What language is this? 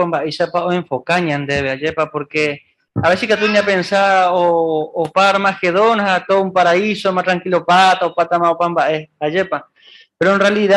Guarani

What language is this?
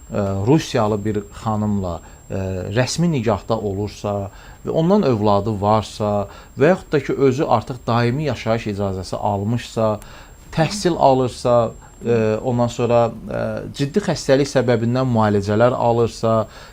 Azerbaijani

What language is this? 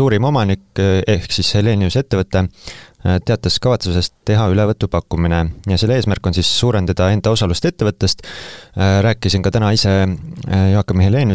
Estonian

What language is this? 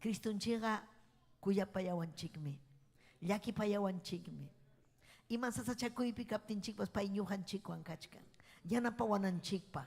Ayacucho Quechua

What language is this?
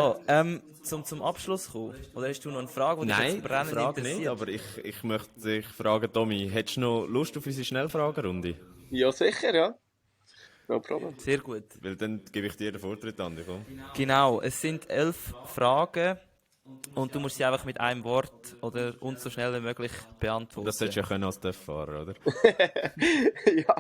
Swiss German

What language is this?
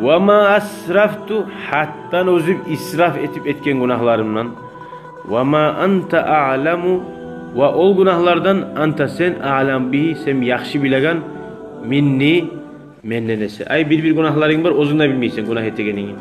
Kumyk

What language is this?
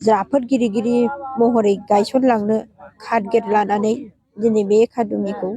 Bodo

